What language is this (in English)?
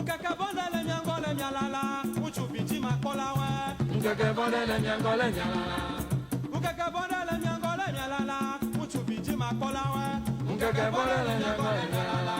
Ewe